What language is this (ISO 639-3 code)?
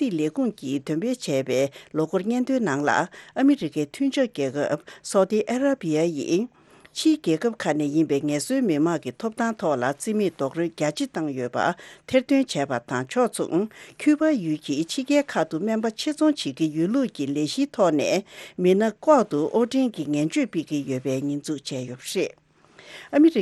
bod